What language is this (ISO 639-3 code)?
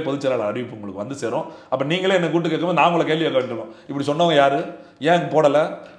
tam